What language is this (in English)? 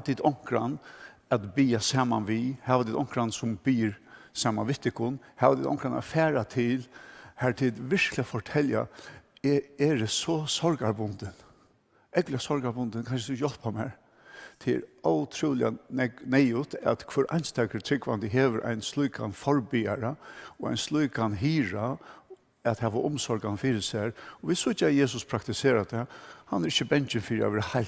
Faroese